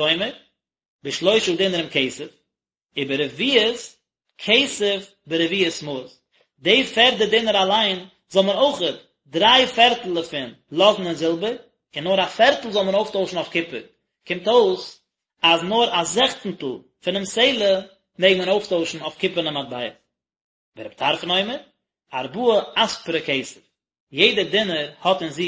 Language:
Yiddish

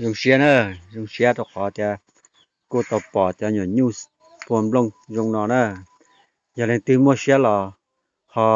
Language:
Hmong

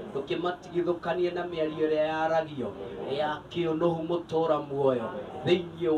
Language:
Kikuyu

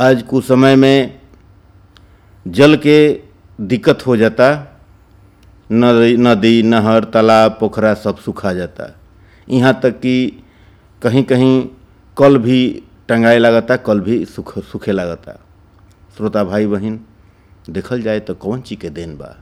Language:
Bhojpuri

